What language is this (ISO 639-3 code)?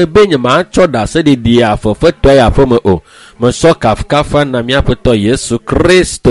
ewe